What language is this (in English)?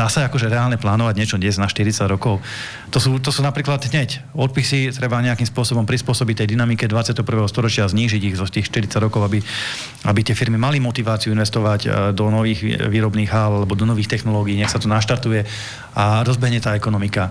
Slovak